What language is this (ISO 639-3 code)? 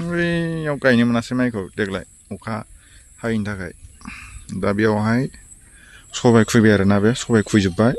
brx